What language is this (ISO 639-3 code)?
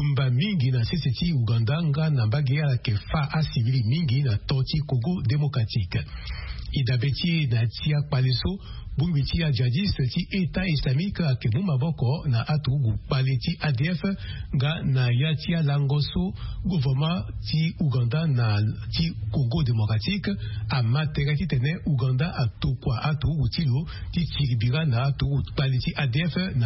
sag